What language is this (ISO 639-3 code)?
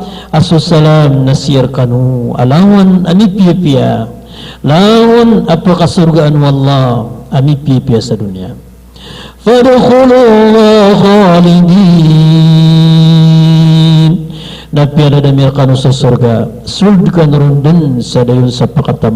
mrw